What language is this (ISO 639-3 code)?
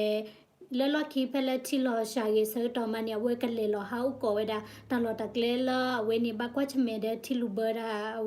ksw